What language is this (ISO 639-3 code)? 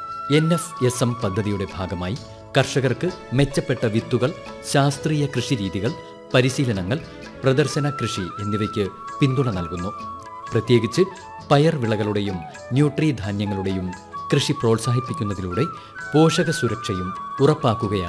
mal